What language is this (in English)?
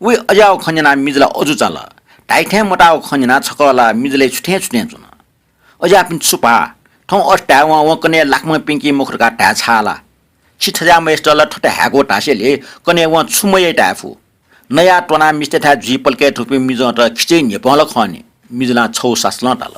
Newari